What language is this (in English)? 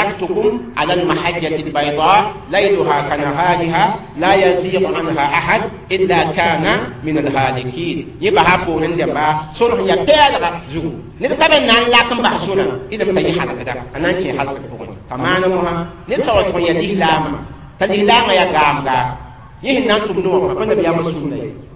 Mossi